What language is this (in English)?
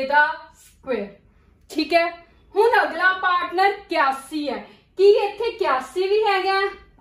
Punjabi